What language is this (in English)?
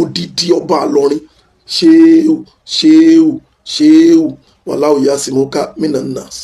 Yoruba